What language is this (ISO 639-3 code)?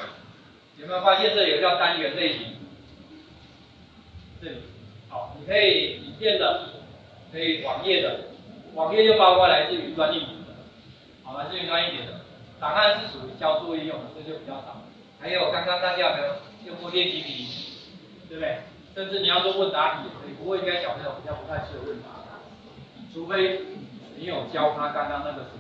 zho